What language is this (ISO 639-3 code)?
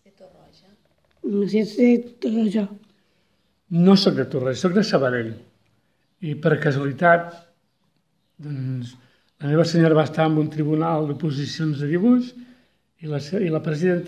cat